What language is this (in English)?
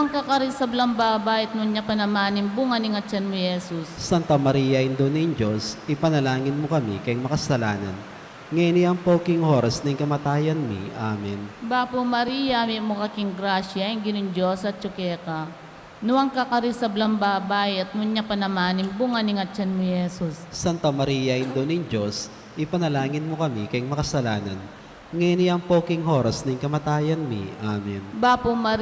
Pampanga